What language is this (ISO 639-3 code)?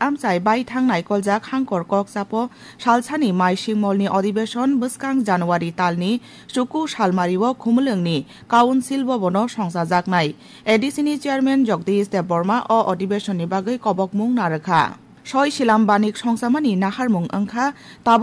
trp